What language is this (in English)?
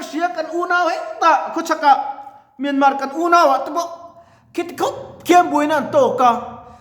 Mizo